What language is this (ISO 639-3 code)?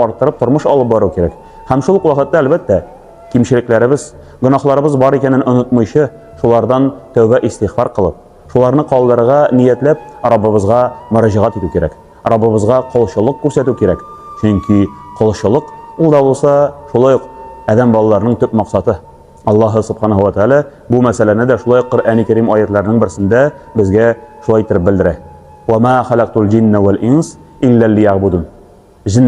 tat